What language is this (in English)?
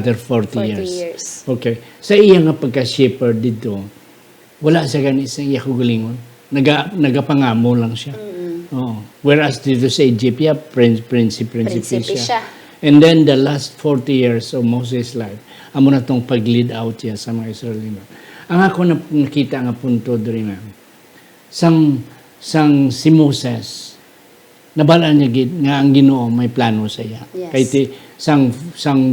Hiligaynon